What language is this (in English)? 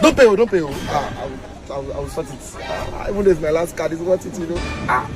Nigerian Pidgin